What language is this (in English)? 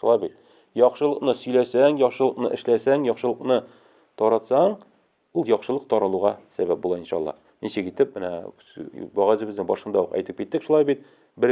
Tatar